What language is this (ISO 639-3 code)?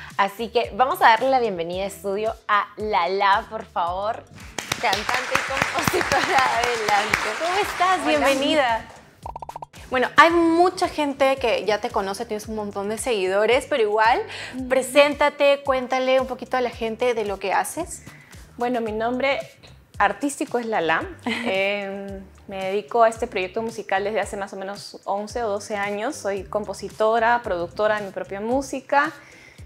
spa